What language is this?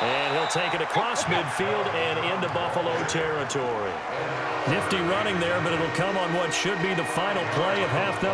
English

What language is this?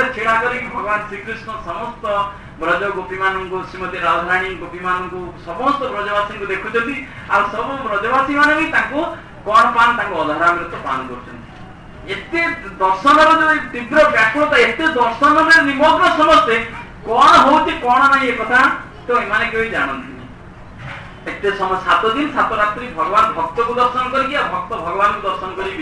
Odia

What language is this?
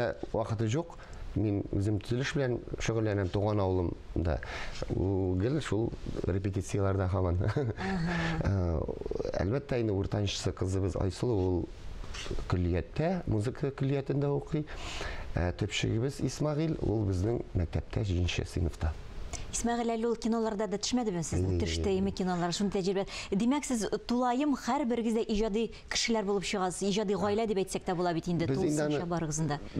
Tatar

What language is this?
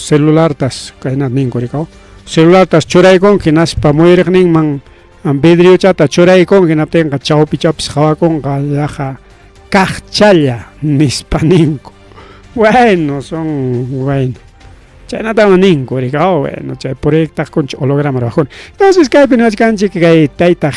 Ayacucho Quechua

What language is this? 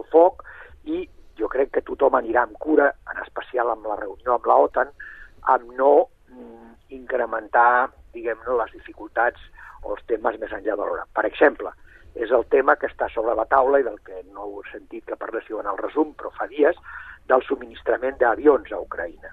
Catalan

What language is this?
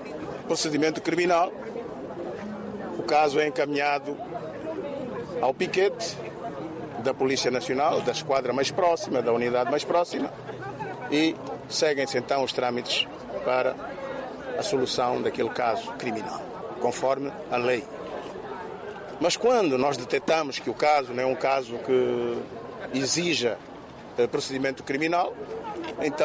Portuguese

